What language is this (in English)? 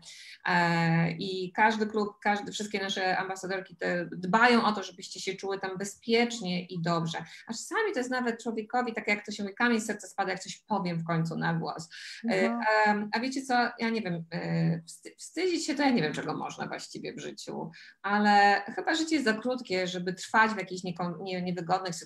Polish